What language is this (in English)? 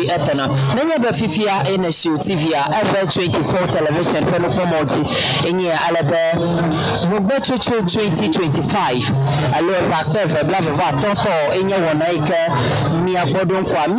Ewe